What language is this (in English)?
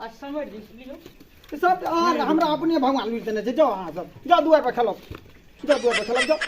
Maithili